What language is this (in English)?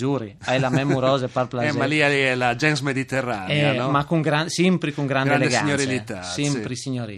Friulian